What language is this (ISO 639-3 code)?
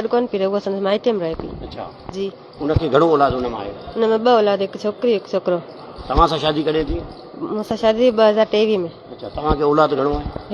snd